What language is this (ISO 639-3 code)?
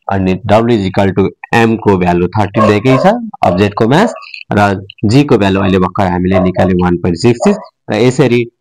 nep